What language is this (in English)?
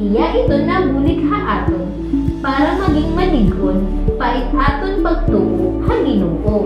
Waray